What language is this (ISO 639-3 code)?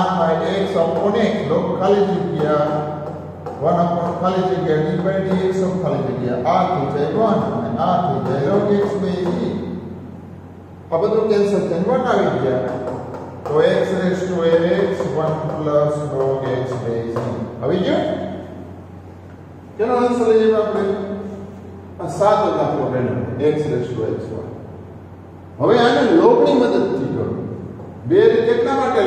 guj